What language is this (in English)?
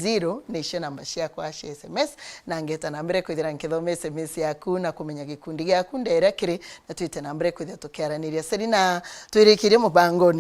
Meru